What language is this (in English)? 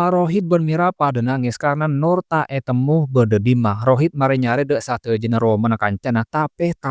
Madurese